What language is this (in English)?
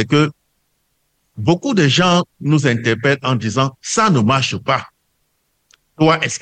French